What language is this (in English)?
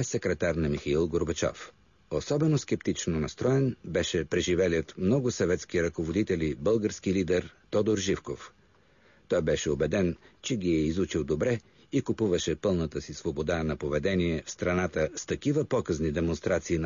Bulgarian